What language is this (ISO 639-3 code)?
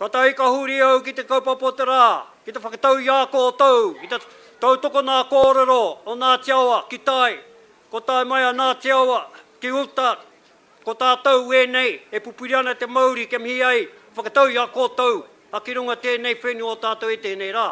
mri